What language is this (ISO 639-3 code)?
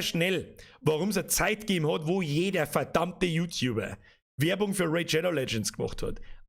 bar